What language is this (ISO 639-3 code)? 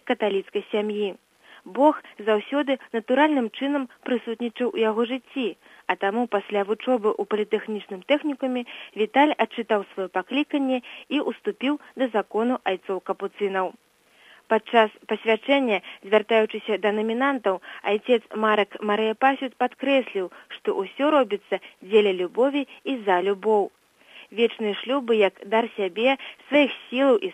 bel